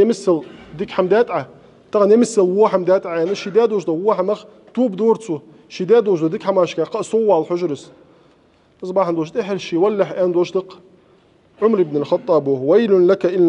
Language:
Ingush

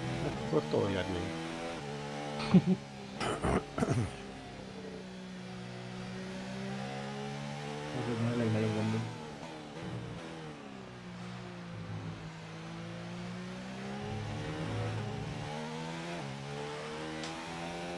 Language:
Hungarian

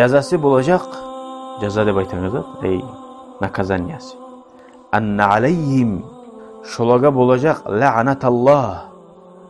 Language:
Kumyk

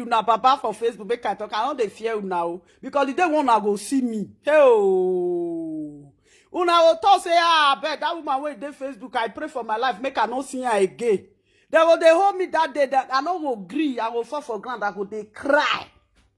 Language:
Nigerian Pidgin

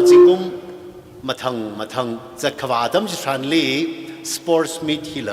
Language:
Tangkhul Naga (India)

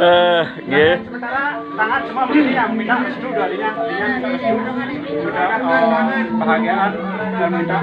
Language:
Balinese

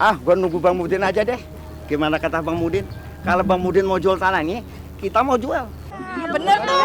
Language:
Betawi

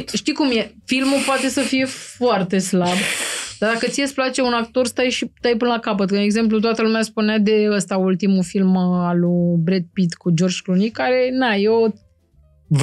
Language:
Romanian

